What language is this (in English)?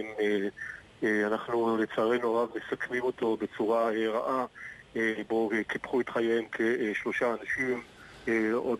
Hebrew